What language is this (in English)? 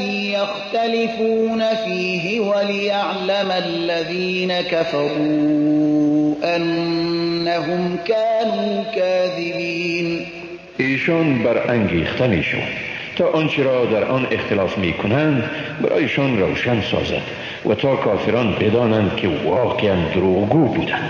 Persian